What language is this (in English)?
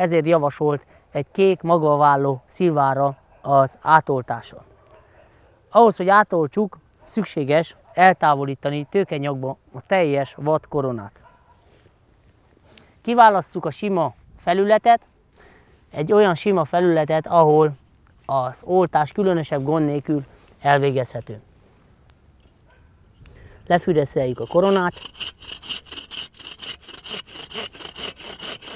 Hungarian